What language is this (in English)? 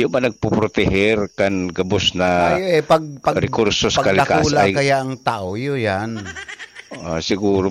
Bikol